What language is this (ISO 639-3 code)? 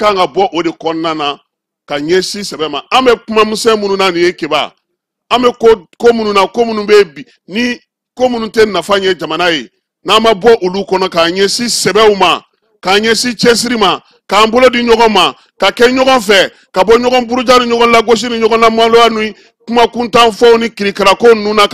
bam